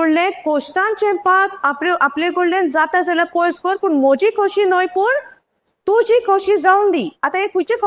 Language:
Konkani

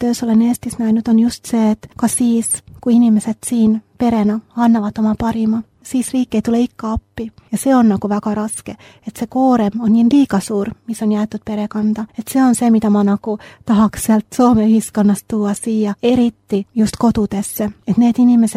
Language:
Estonian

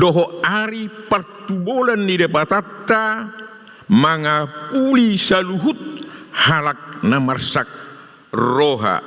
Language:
Batak Toba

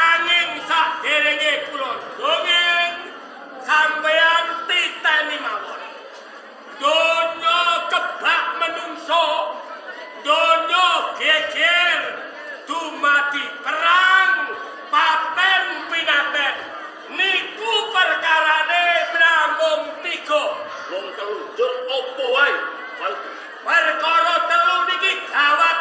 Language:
Javanese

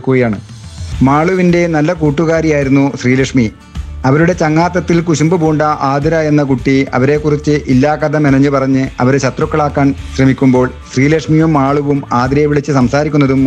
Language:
Malayalam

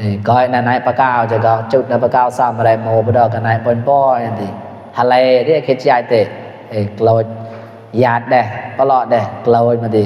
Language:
Mon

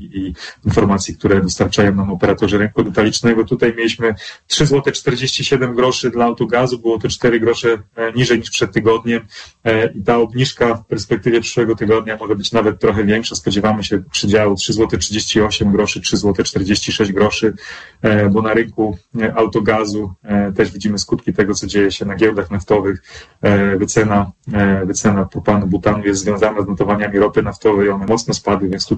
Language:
Polish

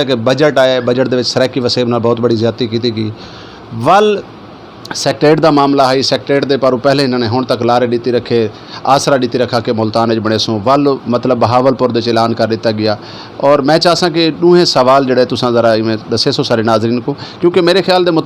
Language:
Saraiki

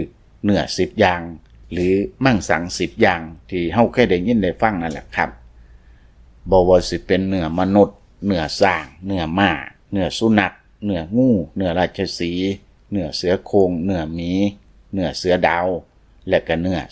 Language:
Lao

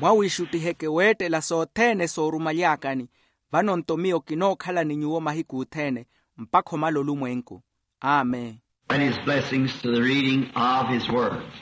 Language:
Makhuwa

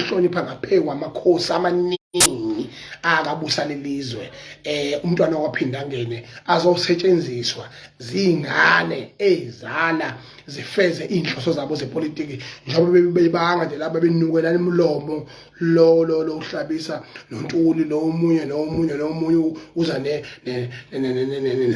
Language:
Zulu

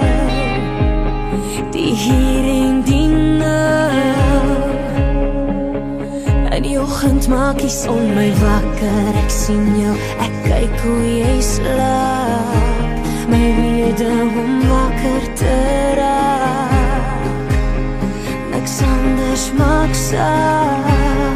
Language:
Afrikaans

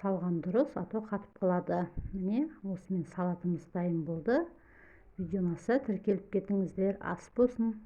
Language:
Kazakh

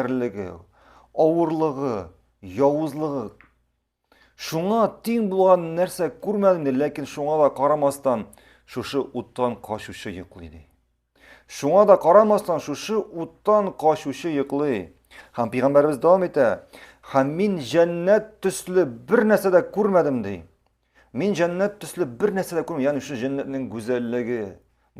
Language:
Tatar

